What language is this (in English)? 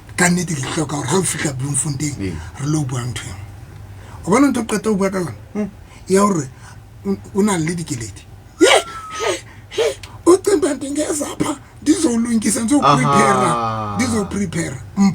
Southern Sotho